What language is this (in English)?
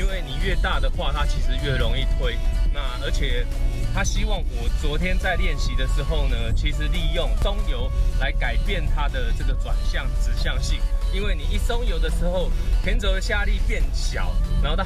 Chinese